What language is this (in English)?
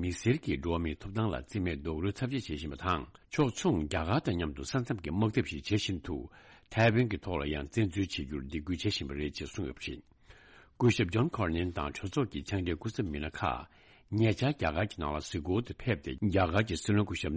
Tibetan